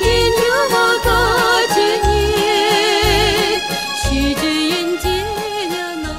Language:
Chuvash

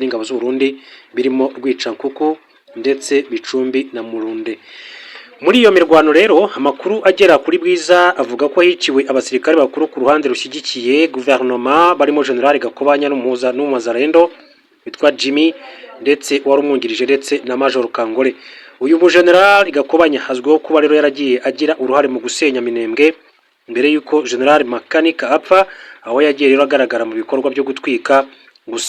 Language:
Kinyarwanda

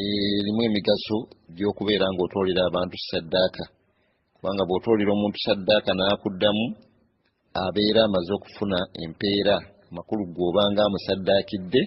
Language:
Ganda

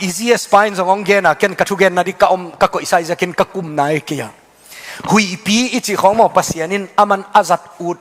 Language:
Tedim Chin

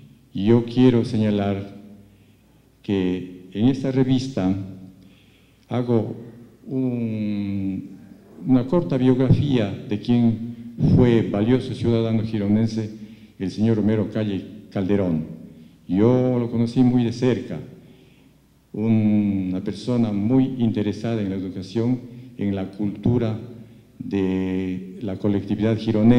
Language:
Spanish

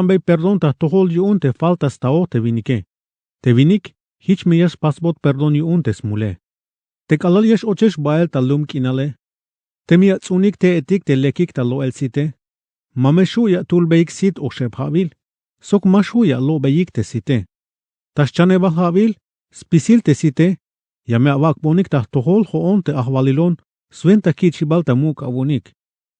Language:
Tzeltal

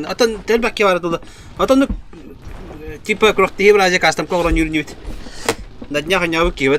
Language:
Yakut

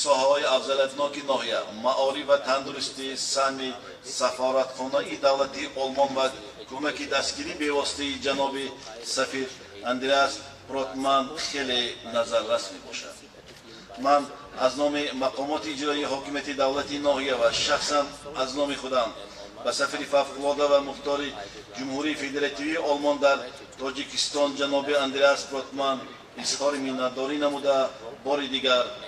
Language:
Tajik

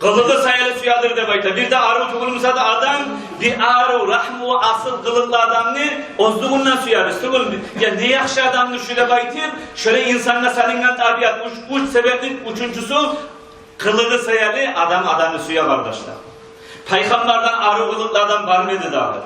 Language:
Kumyk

